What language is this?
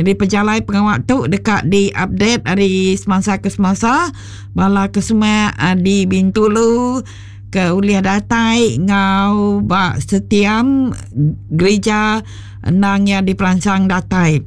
Iban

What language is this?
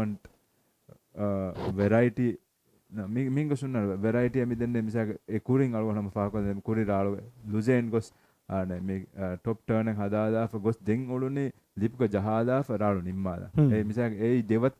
Divehi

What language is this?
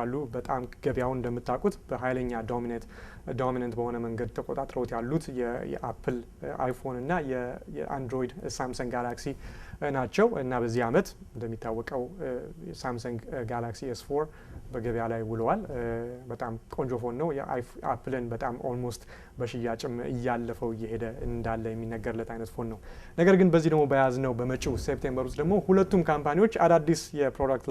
Amharic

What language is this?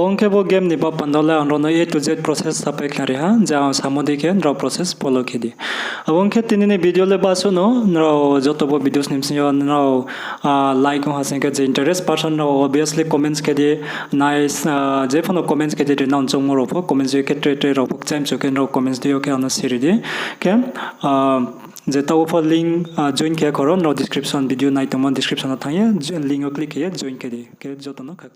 Riang (India)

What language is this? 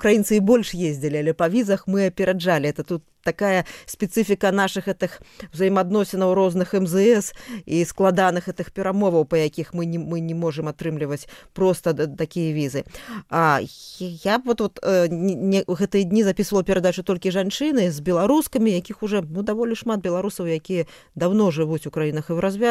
Belarusian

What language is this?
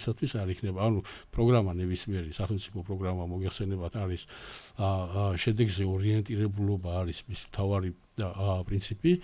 Georgian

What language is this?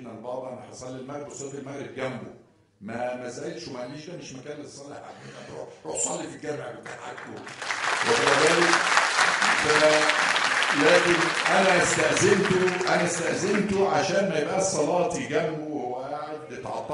Egyptian Arabic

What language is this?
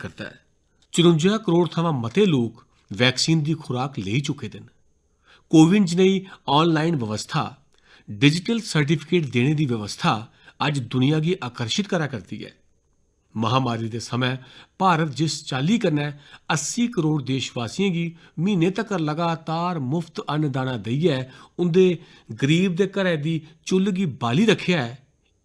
Dogri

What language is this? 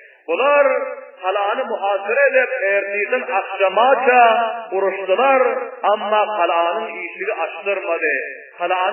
Turkmen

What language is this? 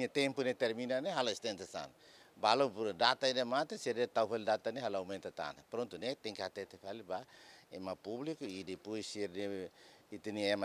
Tetum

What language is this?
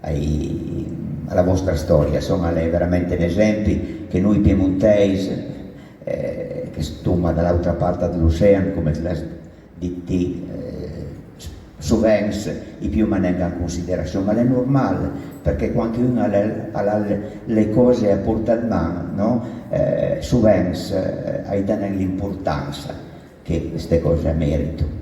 Piedmontese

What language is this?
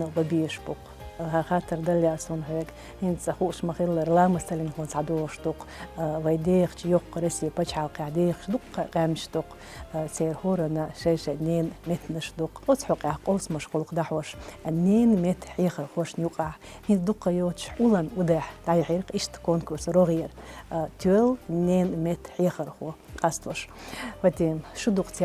Chechen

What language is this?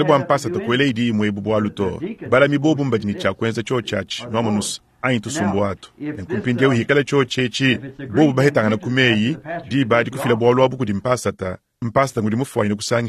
Luba-Lulua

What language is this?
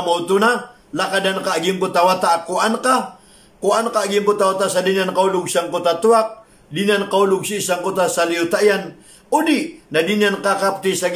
Maranao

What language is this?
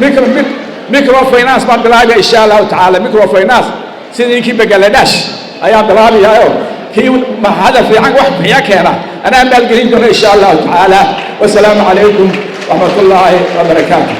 Somali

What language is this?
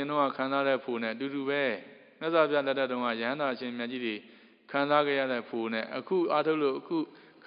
Burmese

